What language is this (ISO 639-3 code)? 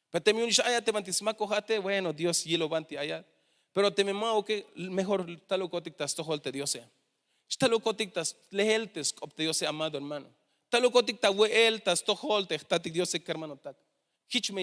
tzh